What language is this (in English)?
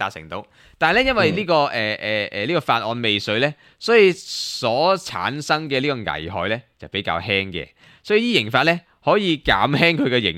Cantonese